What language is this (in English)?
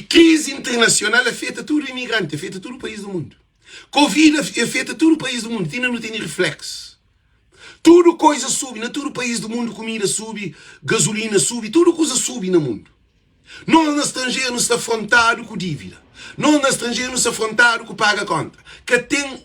Kabuverdianu